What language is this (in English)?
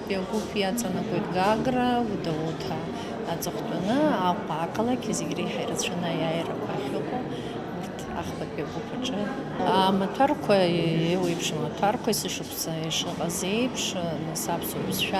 Abkhazian